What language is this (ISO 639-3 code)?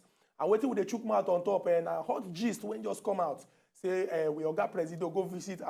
pcm